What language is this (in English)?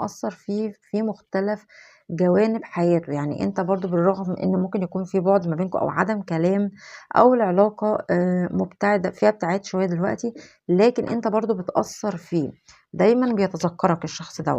Egyptian Arabic